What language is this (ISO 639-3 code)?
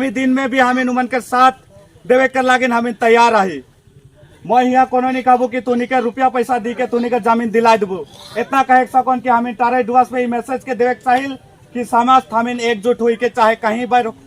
sck